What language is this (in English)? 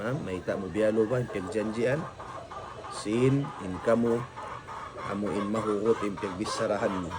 Tausug